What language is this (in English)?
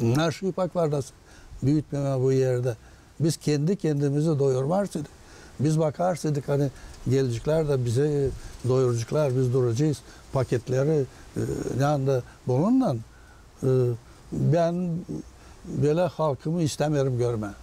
Gagauz